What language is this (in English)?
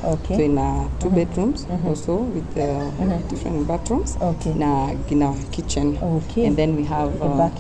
Kikuyu